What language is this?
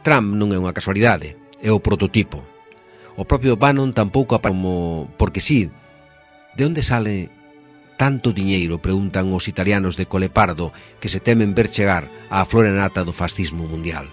Galician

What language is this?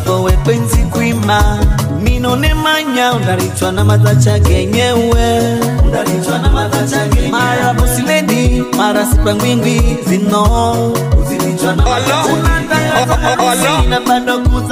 Swahili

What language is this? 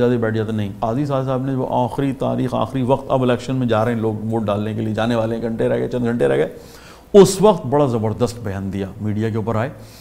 Urdu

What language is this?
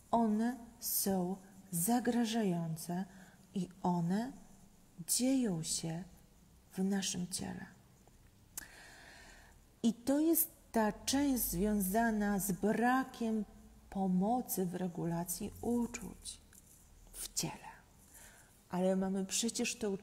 Polish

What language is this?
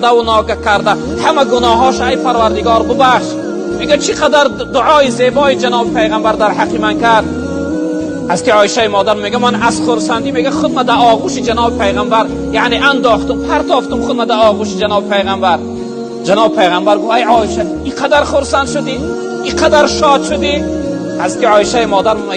Tajik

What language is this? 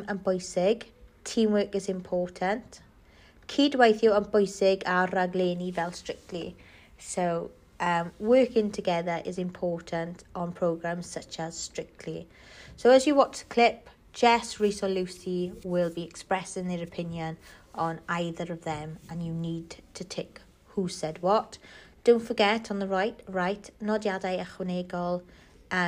English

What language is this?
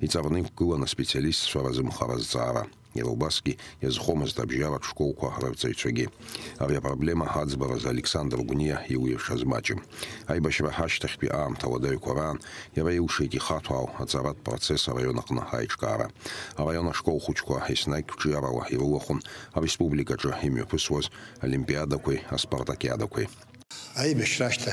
Abkhazian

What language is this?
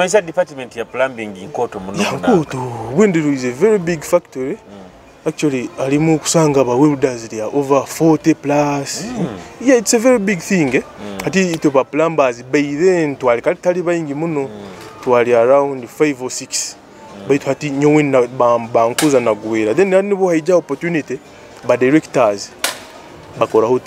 Nyoro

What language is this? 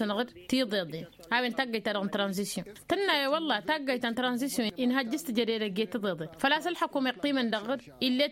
Tamasheq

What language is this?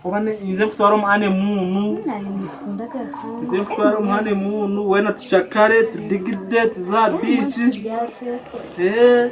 Nyankole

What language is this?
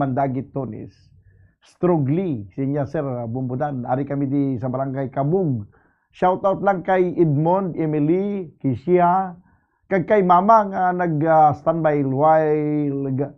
Hiligaynon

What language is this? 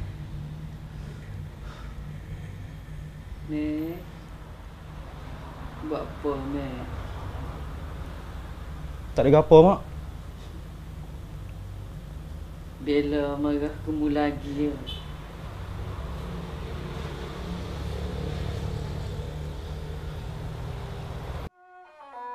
Malay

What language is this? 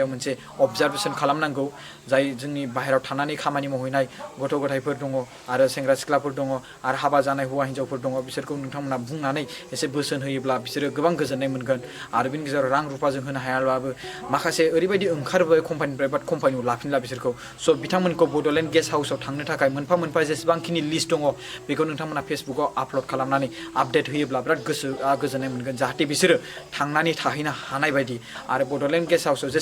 Bodo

